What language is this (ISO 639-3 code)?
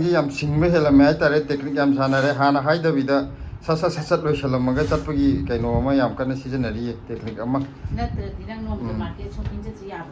mni